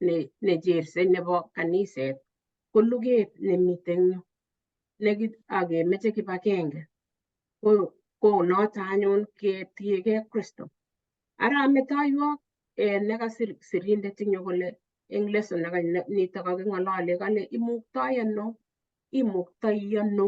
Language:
Kalenjin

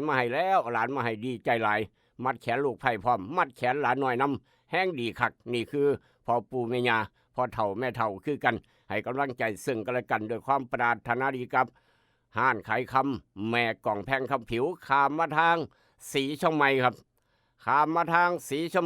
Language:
Northeastern Thai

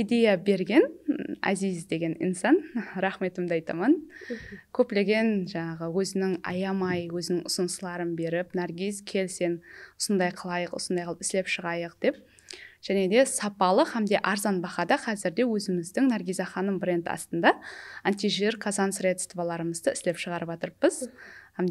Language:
Kara-Kalpak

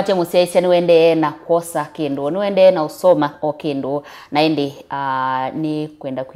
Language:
Kamba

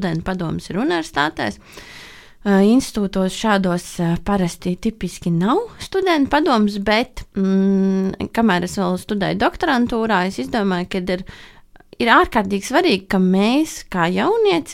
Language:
Latvian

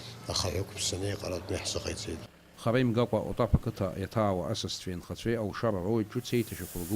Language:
Abkhazian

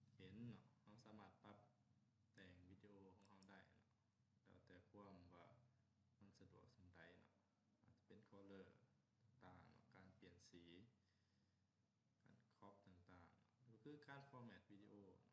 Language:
Lao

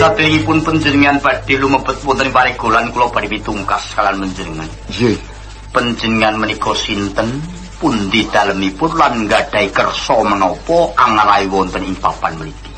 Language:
Javanese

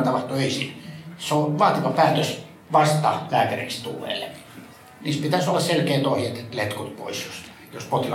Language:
Finnish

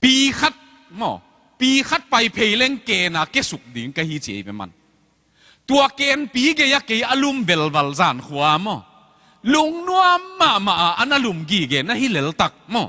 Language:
Tedim Chin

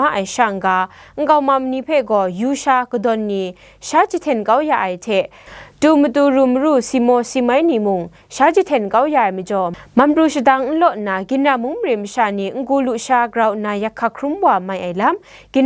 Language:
Kachin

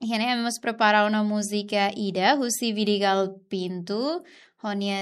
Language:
Tetum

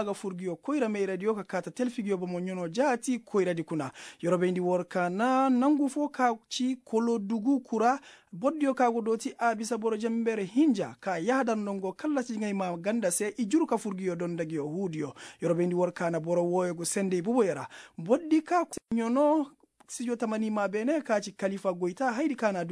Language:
Koyraboro Senni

